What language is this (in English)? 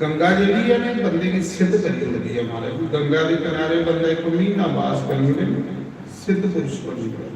Dogri